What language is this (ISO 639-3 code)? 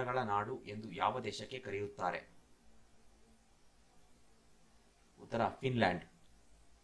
kan